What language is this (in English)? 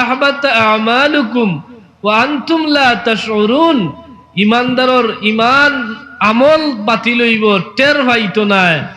Sylheti